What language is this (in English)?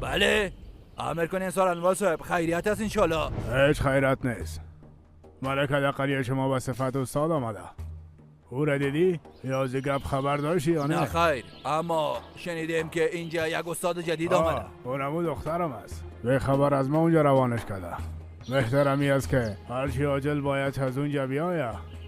Persian